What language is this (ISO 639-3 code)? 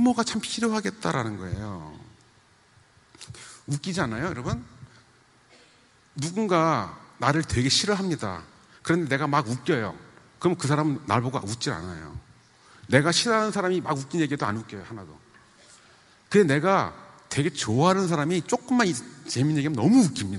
kor